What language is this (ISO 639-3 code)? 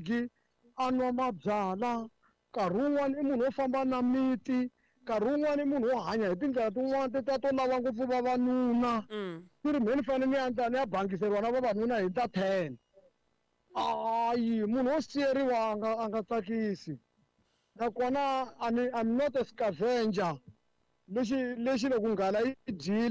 tso